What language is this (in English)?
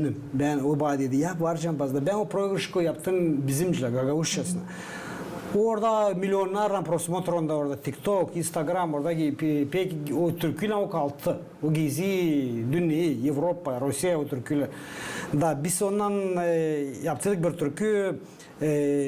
Gagauz